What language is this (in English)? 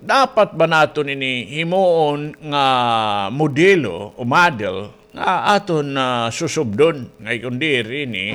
Waray